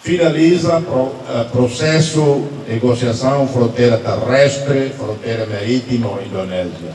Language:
Tetum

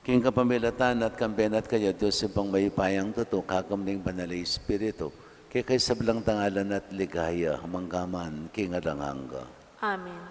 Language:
Pampanga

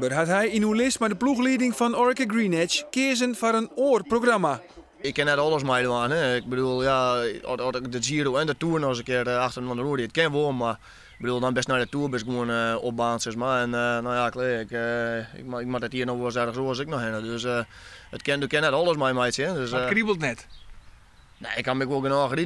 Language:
Western Frisian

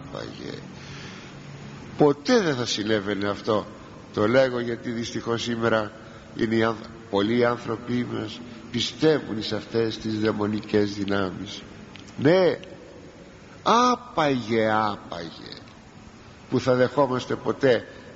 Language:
Greek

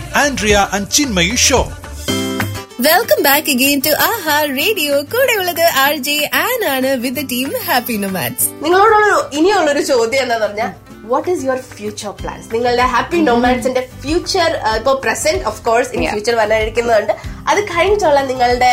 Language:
Malayalam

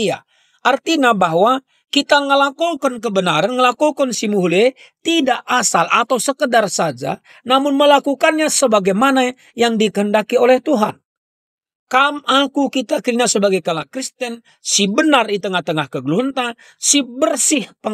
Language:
Batak Karo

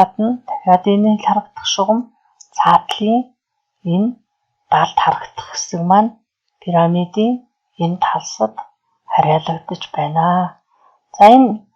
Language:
Mongolian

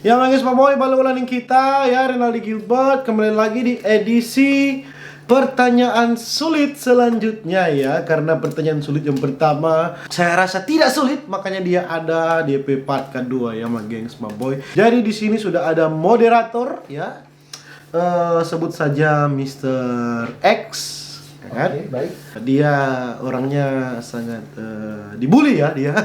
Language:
Manado Malay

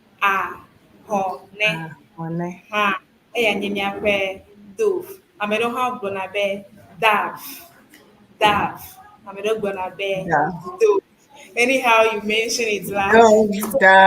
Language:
Ewe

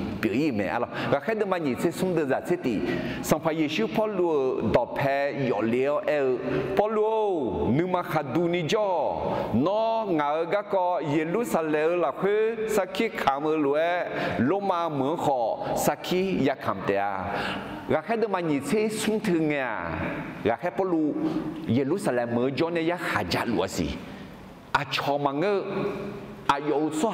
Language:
Akha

